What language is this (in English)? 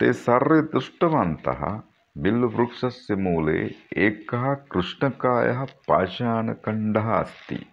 Sanskrit